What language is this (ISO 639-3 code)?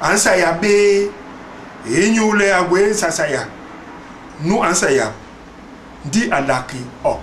bas